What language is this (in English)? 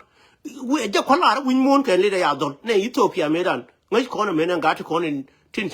Nuer